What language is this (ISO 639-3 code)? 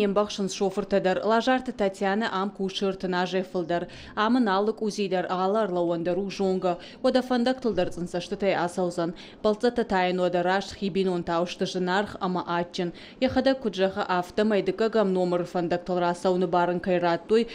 oss